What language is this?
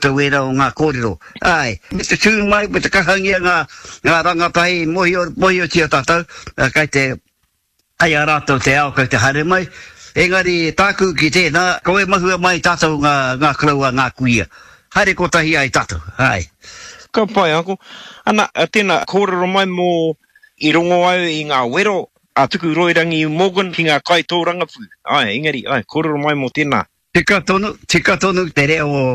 Māori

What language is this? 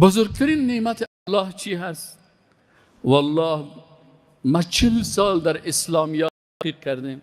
Persian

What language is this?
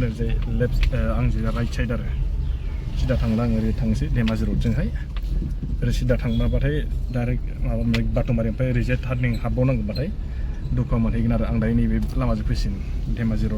Bodo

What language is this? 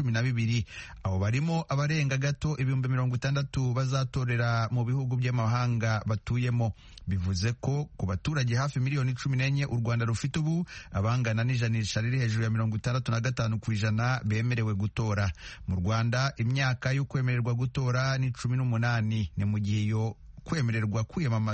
Kinyarwanda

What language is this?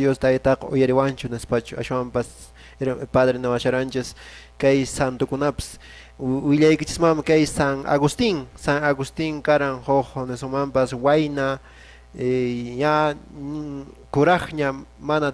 Quechua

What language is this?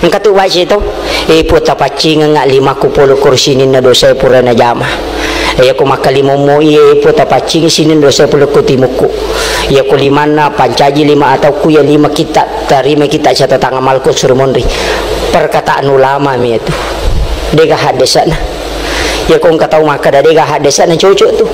Buginese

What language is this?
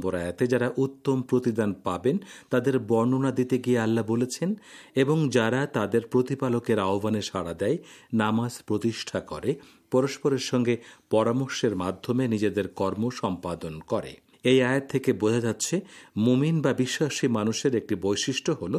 Bangla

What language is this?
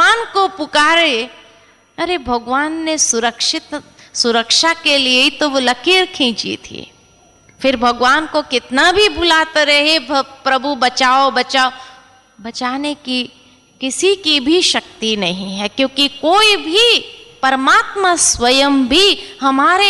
Hindi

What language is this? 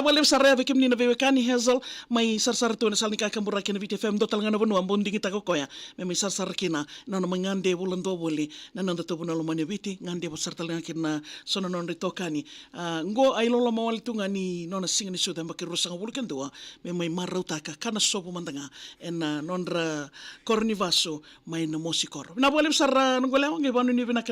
Fijian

